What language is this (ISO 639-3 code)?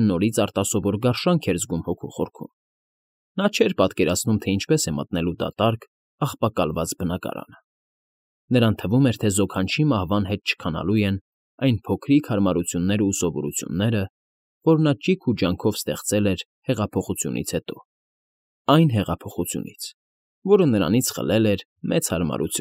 hye